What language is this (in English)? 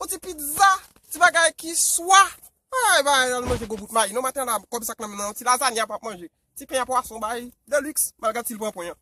Haitian Creole